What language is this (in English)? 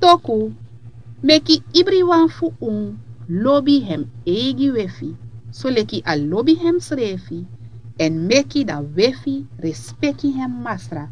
Sranan Tongo